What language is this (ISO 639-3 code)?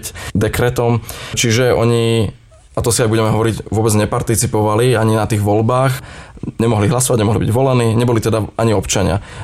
slk